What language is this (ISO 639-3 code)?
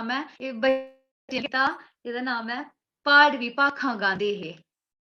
doi